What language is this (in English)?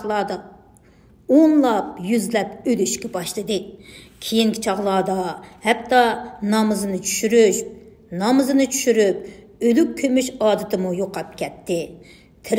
Uyghur